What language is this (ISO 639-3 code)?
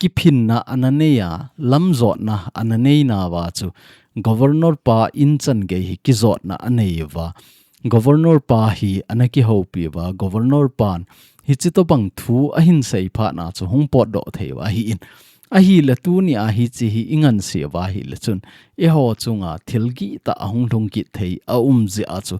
tcz